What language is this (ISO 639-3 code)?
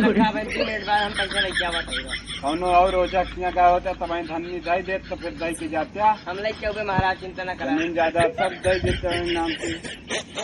awa